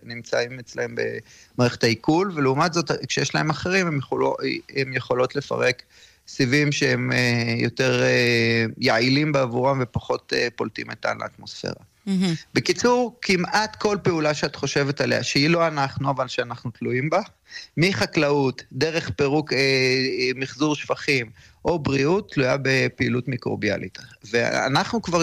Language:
Hebrew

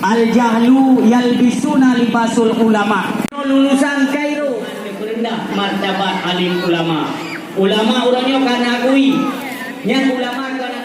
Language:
Achinese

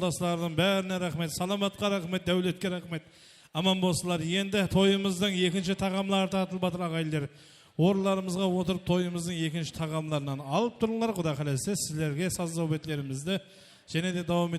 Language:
Kara-Kalpak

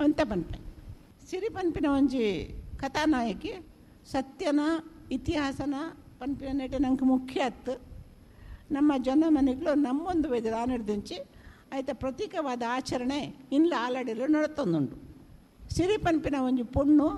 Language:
Tulu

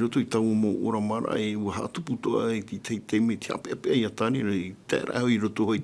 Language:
Tahitian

